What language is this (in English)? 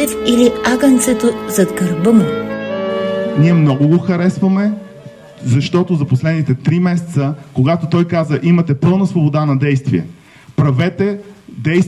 Bulgarian